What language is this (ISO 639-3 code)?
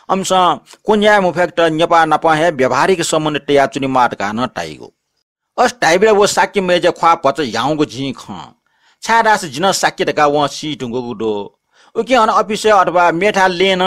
new